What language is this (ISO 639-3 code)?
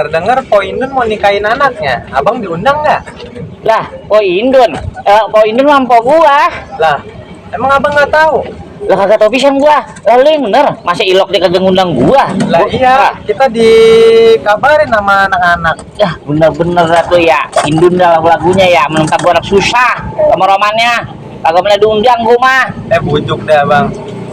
bew